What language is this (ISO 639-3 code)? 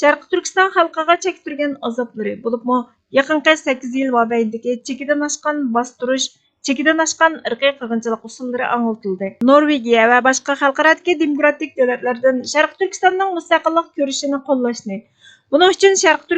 uig